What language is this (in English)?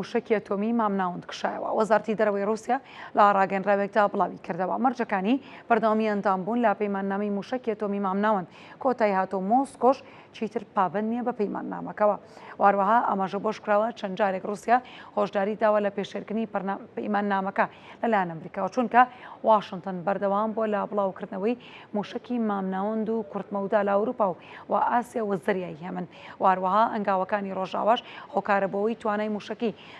Central Kurdish